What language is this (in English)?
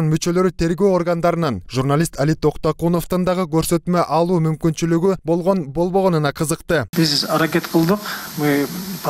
Kyrgyz